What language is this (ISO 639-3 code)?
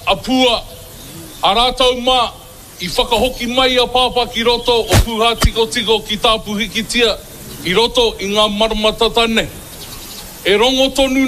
mri